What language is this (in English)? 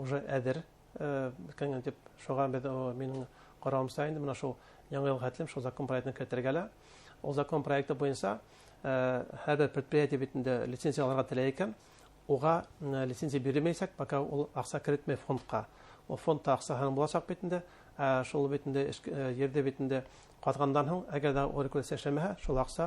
Bashkir